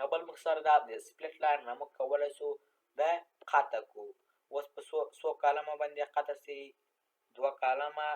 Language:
Pashto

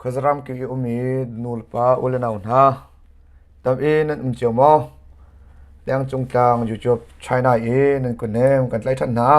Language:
Hakha Chin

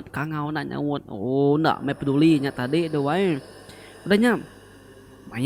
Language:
Iban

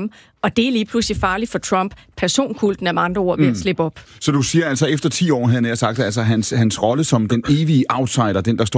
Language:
Danish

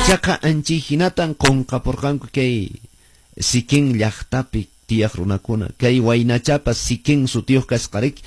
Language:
Quechua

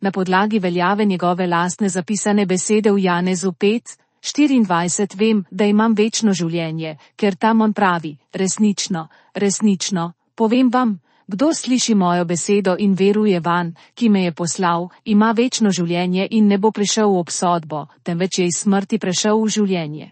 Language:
Slovenian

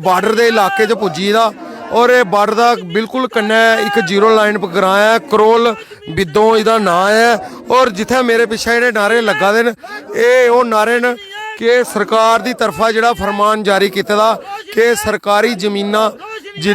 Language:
Dogri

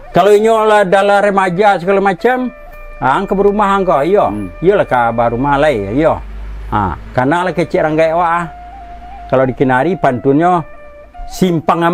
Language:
Minangkabau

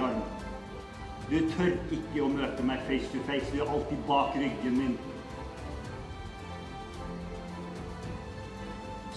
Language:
Norwegian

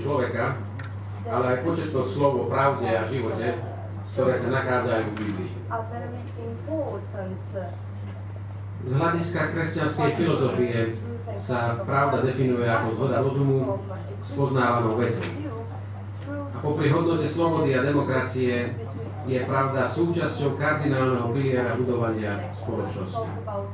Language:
Slovak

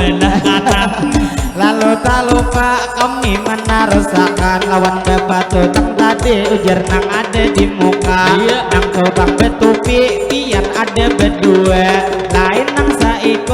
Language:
Banjar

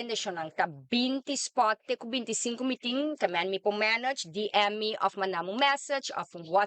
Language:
Papiamento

